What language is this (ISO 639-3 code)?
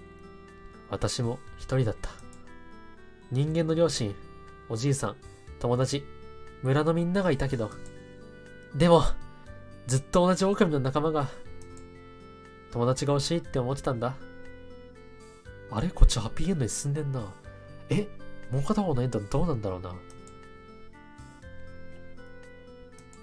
jpn